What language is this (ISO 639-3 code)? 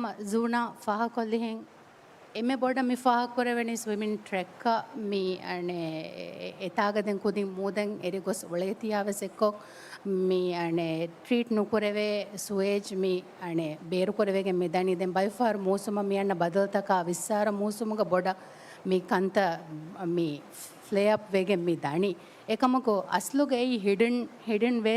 div